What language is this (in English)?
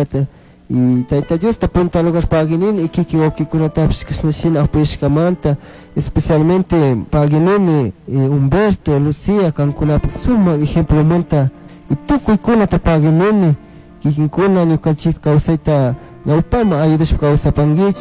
Chimborazo Highland Quichua